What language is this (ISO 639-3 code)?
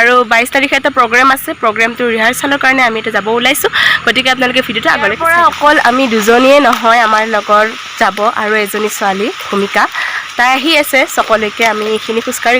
asm